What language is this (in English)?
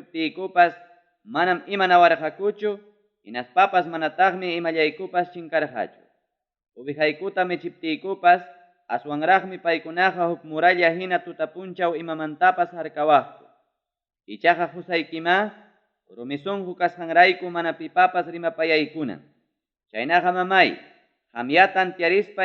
Ayacucho Quechua